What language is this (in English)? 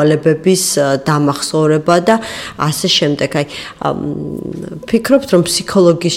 Georgian